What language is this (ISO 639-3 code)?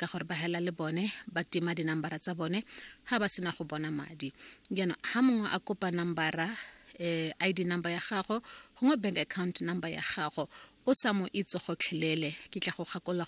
tsn